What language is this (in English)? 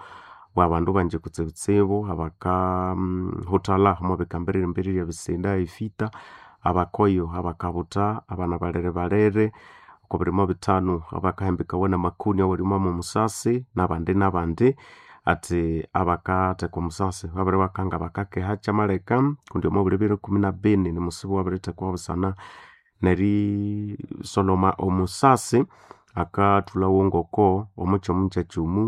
Nande